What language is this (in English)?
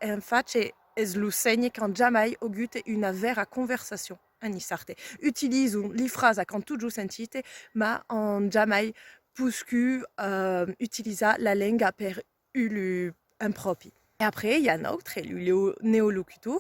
Occitan